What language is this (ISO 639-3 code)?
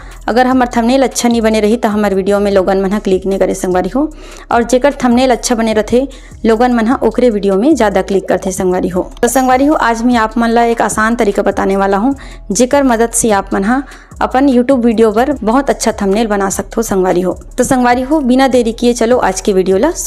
hne